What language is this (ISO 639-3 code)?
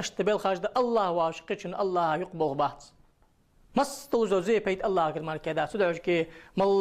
inh